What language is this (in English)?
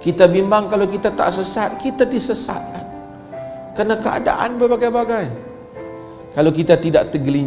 Malay